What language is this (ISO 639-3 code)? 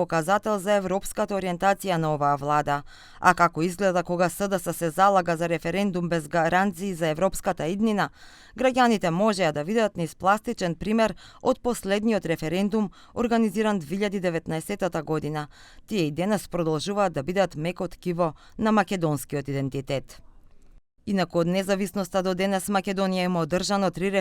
mkd